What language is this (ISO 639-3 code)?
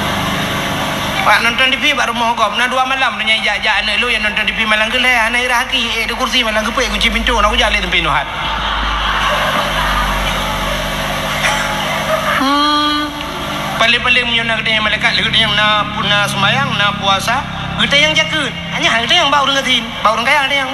ace